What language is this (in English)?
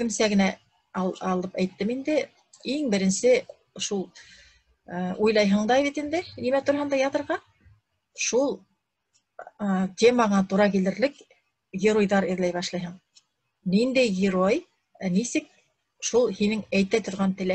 Bashkir